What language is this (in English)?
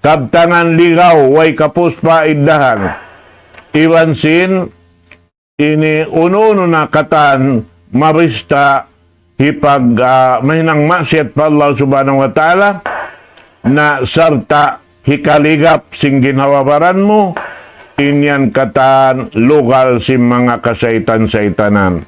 Tausug